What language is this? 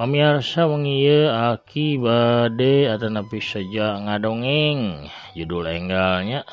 Sundanese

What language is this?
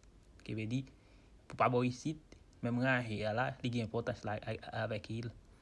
Haitian Creole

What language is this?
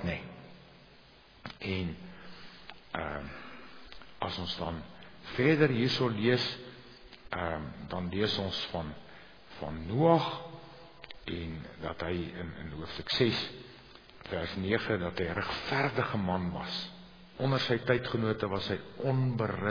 Afrikaans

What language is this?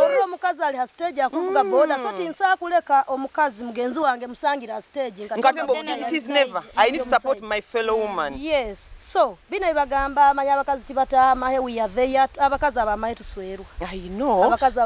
Nyoro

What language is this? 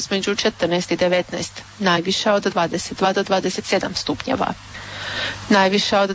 Croatian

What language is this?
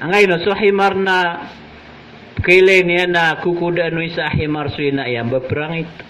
Maranao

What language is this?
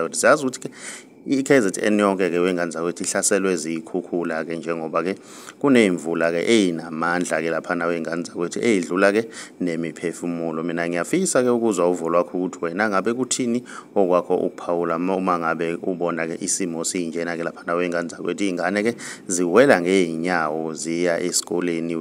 Zulu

